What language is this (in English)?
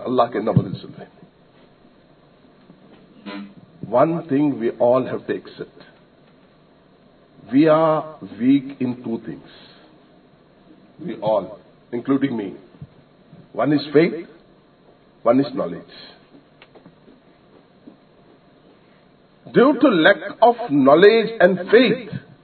Tamil